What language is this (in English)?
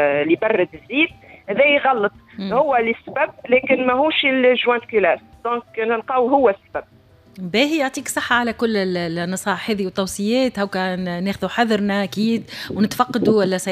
Tunisian Arabic